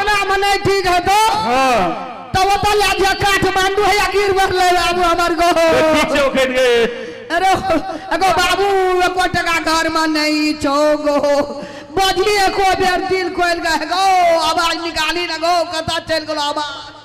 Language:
Maithili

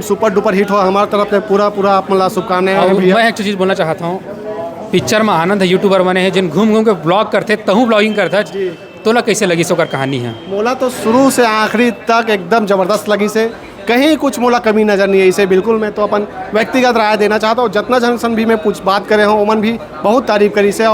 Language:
Chhattisgarhi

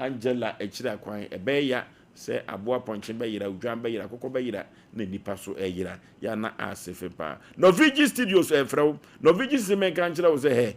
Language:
Akan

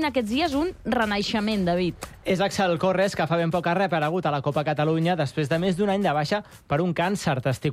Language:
Catalan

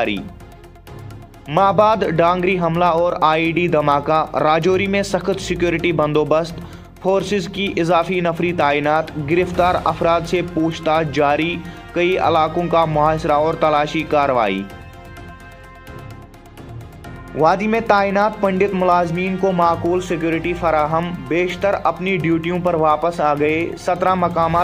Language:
Urdu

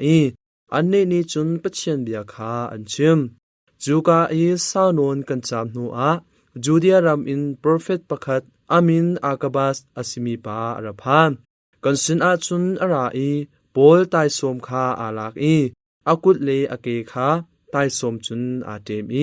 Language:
Hakha Chin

